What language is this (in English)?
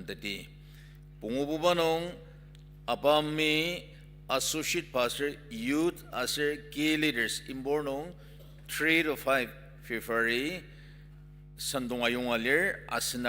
Ao Naga